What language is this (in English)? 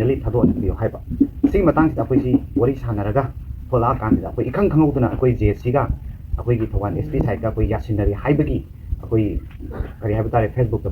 Manipuri